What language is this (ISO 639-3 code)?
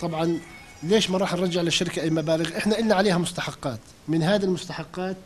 apc